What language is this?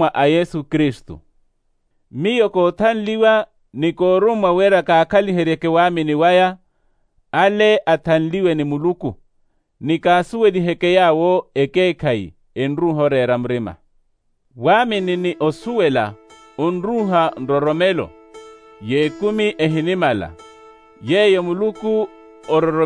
Makhuwa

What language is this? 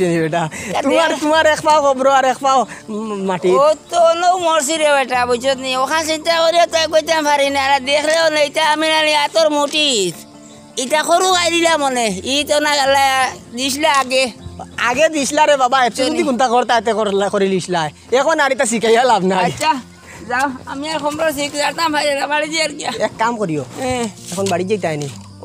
Sylheti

